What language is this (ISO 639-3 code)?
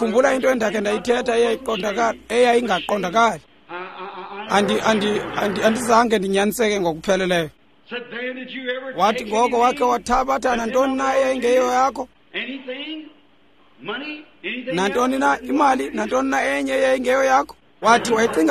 xho